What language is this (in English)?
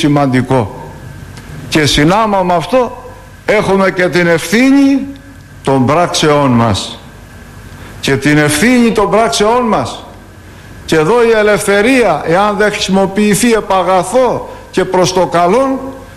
Greek